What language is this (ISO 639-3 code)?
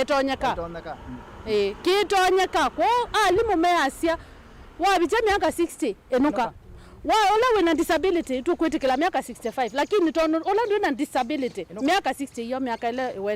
kam